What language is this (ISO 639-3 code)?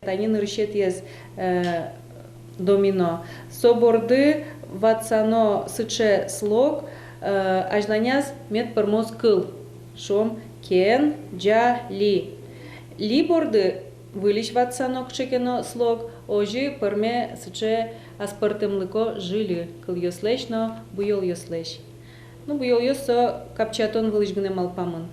udm